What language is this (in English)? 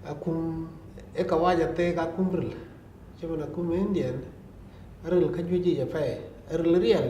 Dinka